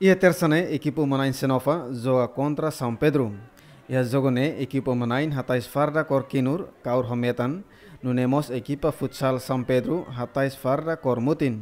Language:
Tetum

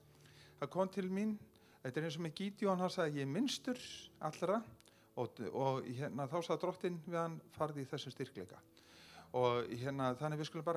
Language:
Icelandic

